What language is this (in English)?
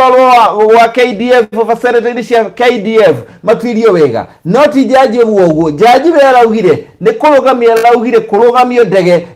Kikuyu